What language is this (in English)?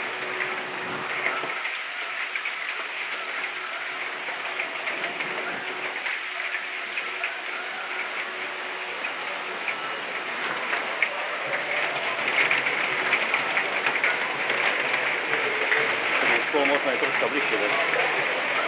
Slovak